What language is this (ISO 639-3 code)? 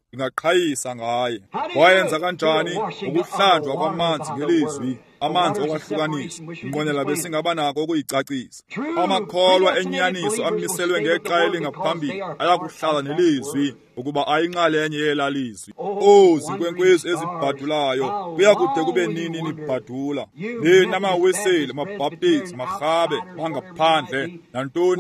xho